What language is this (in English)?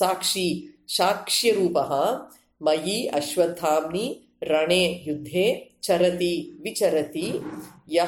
Sanskrit